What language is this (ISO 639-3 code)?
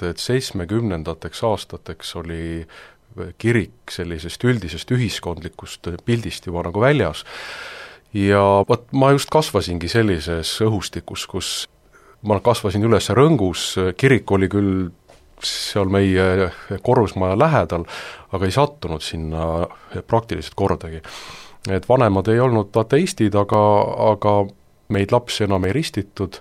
est